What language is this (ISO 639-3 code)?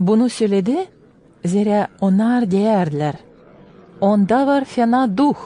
gag